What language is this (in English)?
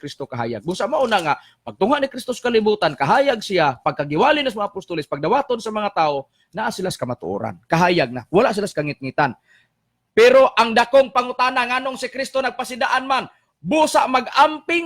Cebuano